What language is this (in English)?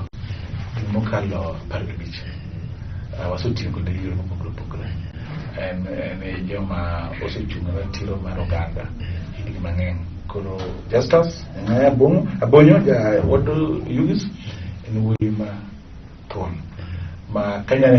Luo (Kenya and Tanzania)